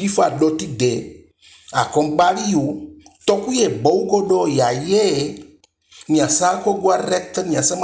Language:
Eastern Maroon Creole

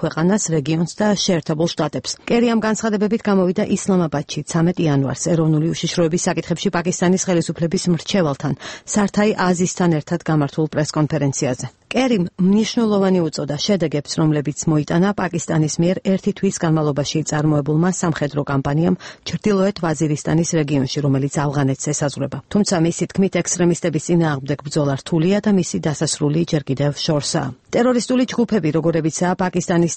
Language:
Georgian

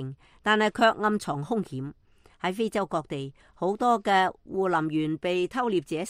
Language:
Cantonese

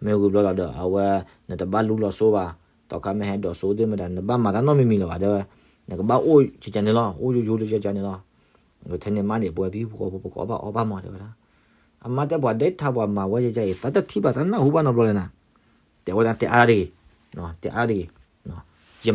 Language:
S'gaw Karen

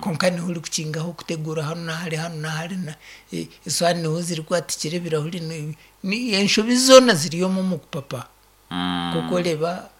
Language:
Nyankole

